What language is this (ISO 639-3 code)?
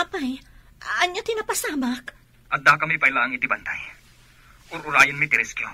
ilo